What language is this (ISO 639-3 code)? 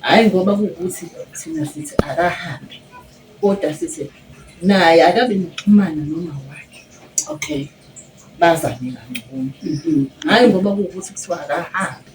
zul